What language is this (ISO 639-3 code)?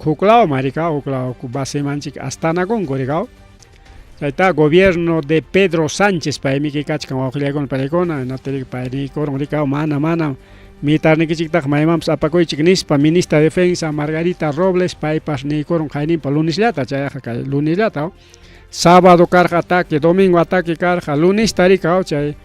quy